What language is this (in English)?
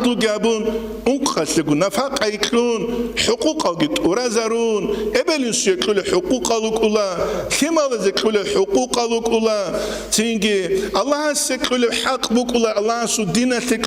Avaric